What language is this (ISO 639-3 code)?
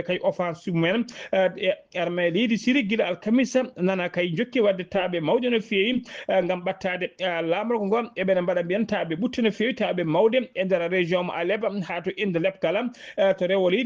ful